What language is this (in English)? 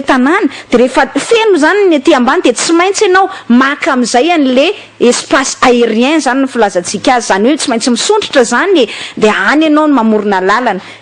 Malagasy